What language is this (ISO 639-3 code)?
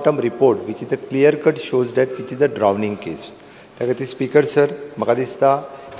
kok